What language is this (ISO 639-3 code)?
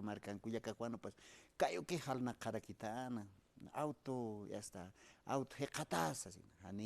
aym